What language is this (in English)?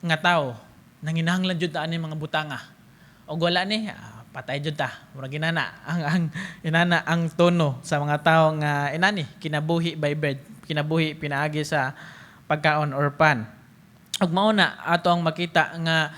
Cebuano